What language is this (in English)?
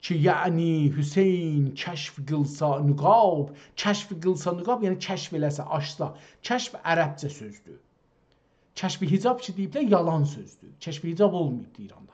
South Azerbaijani